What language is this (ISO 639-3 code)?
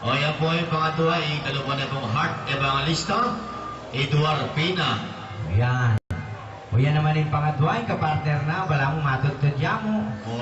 pam